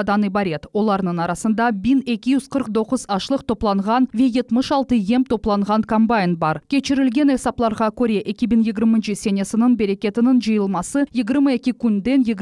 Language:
Crimean Tatar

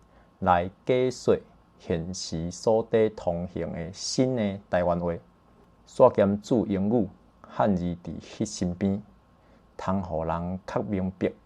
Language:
Min Nan Chinese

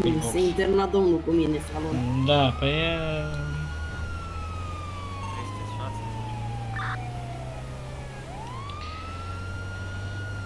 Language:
Romanian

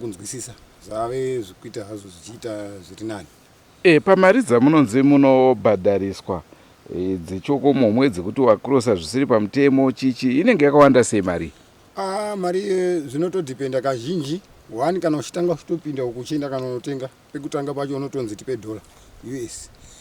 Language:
Shona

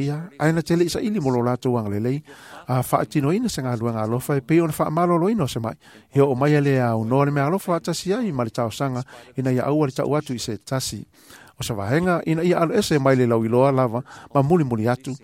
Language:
Samoan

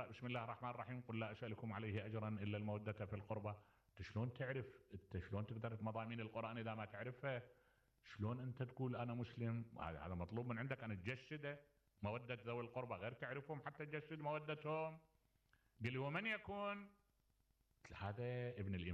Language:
Mesopotamian Arabic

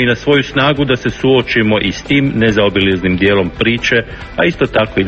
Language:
Croatian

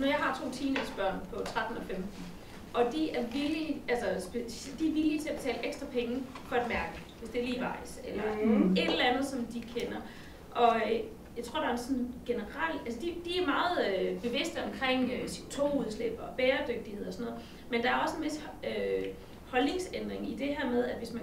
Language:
Danish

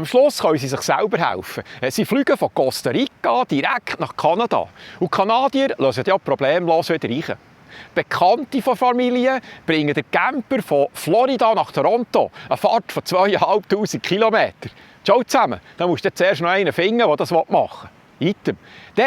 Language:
Swiss German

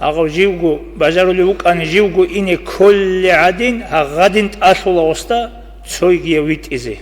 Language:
Avaric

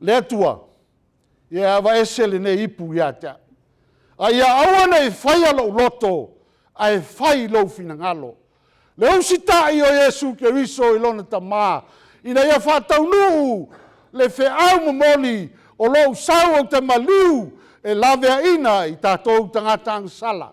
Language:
Samoan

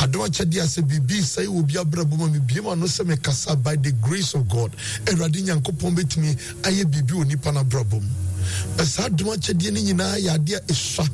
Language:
Akan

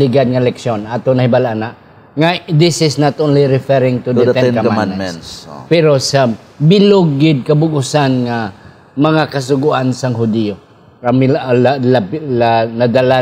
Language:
Hiligaynon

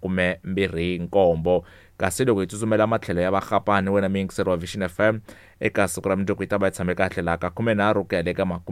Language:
Tsonga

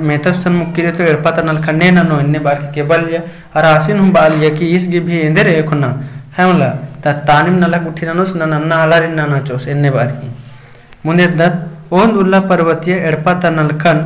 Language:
Kurukh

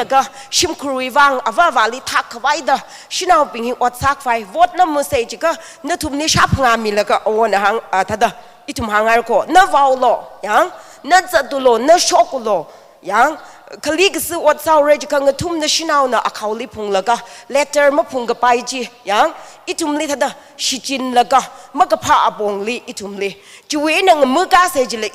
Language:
Tangkhul Naga (India)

